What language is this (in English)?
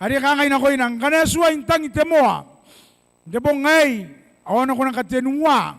Gilbertese